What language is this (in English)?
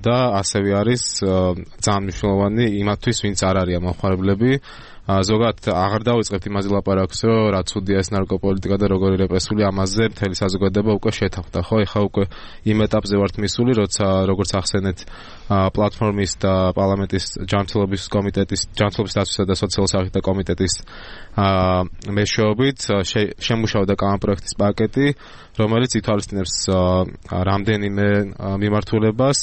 Georgian